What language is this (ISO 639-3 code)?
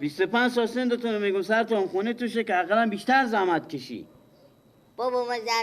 fas